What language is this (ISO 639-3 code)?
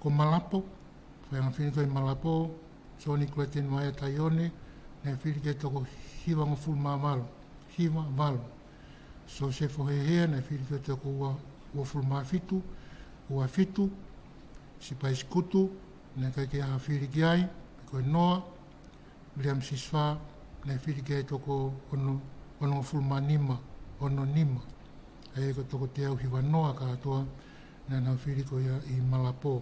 ton